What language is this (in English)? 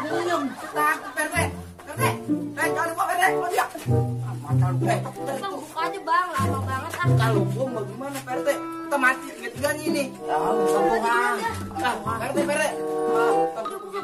Betawi